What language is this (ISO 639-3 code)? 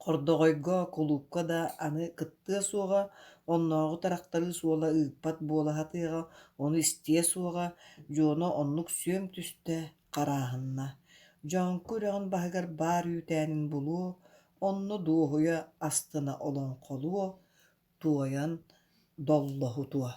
sah